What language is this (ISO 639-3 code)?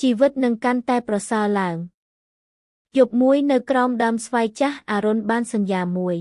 khm